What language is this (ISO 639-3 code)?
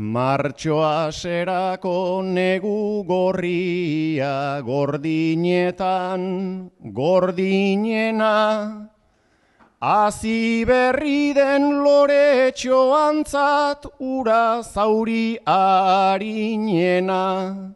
eus